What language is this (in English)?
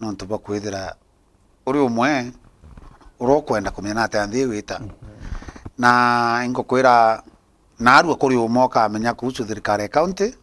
Meru